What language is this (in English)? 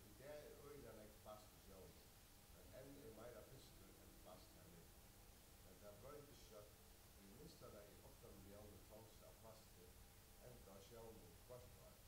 Faroese